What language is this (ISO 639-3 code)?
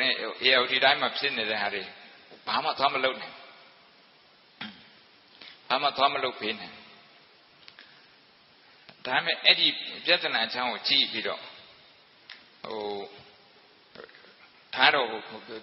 mya